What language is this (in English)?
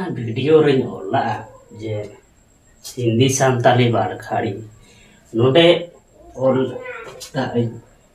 Santali